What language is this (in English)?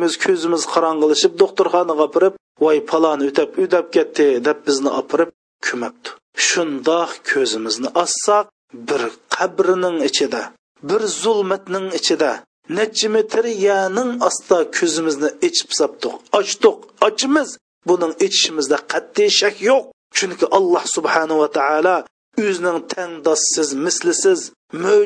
Uyghur